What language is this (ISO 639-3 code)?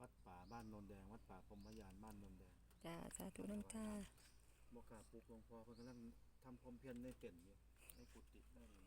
tts